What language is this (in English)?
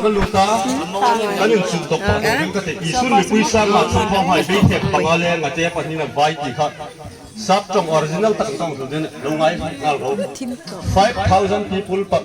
Hmar